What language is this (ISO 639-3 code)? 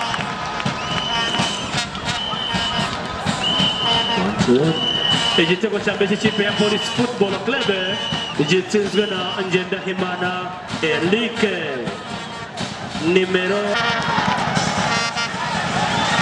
kin